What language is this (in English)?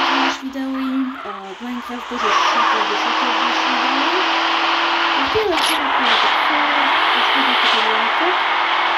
Hungarian